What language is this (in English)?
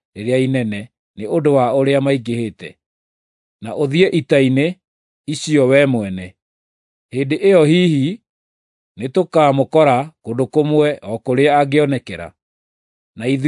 Kikuyu